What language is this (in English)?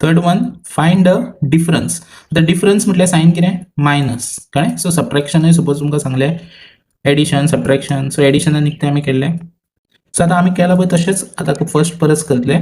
Konkani